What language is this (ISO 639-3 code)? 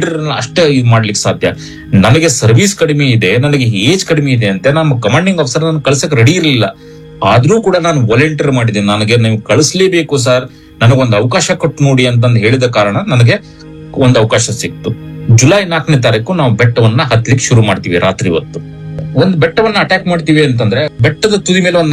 kan